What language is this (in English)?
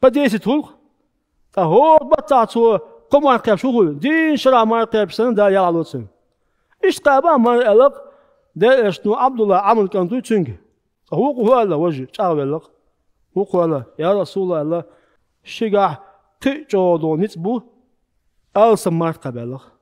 Chechen